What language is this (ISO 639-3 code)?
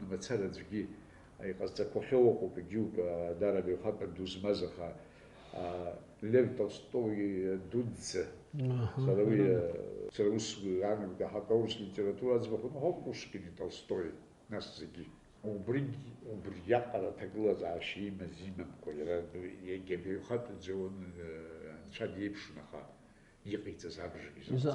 abk